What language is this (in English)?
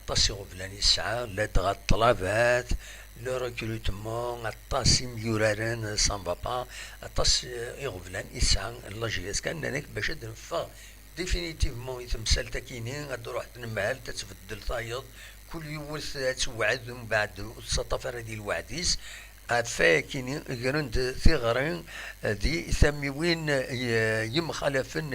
Kabyle